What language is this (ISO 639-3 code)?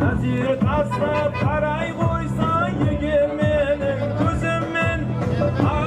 kaa